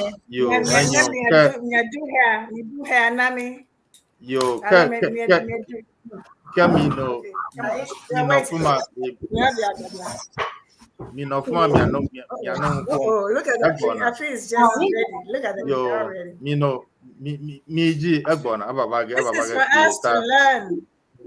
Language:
Ewe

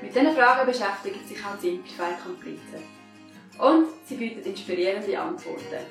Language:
Swiss German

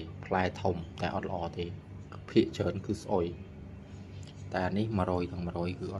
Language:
Khmer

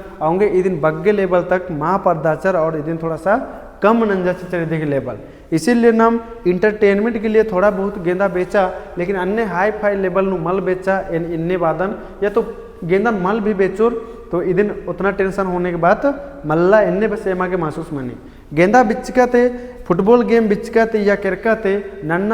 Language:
Kurukh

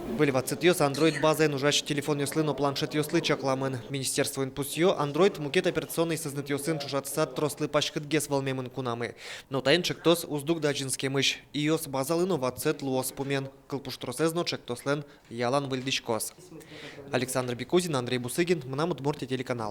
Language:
Udmurt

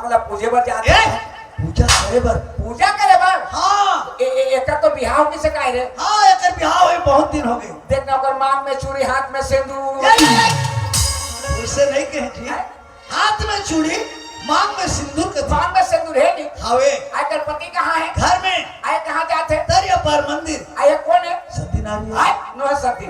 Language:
Chhattisgarhi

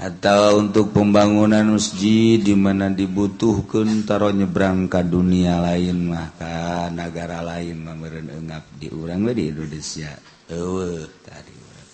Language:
Sundanese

